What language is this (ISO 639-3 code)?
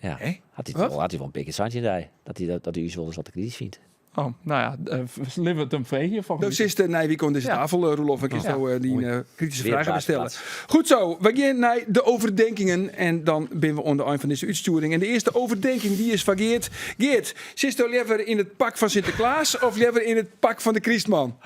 fry